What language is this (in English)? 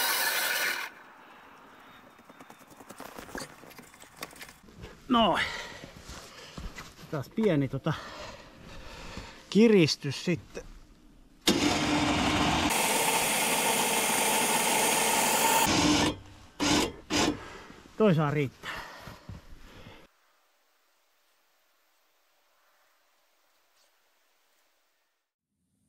Finnish